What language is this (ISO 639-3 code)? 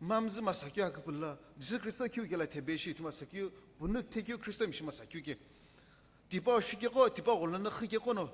nsm